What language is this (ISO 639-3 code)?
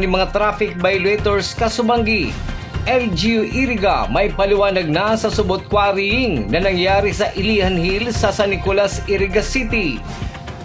bik